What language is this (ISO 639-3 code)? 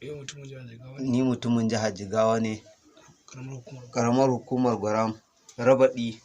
hau